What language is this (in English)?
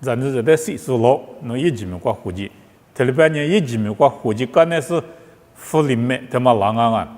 Lisu